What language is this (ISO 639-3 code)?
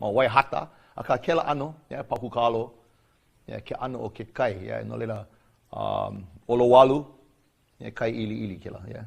haw